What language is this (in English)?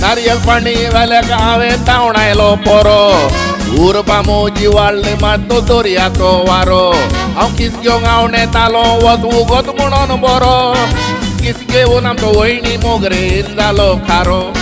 Konkani